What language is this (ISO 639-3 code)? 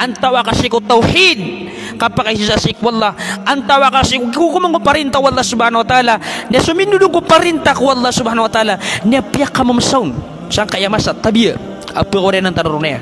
mrw